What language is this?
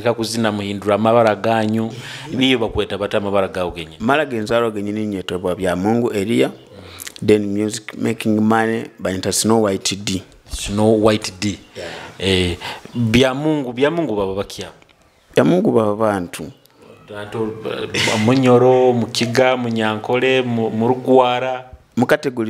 Nyoro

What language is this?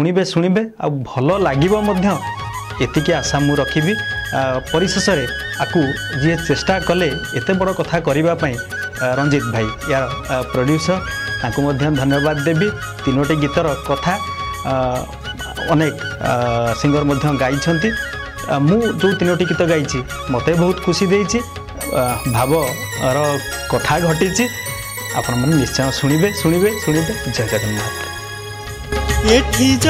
Odia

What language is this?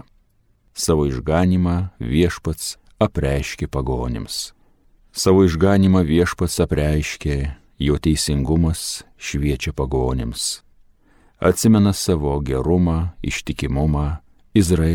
Lithuanian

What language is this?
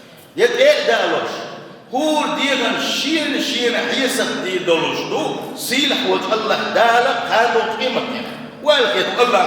Chechen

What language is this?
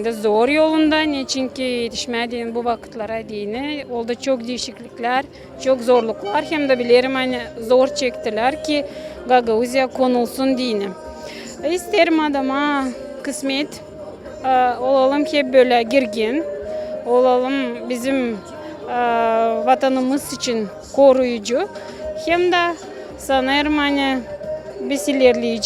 Gagauz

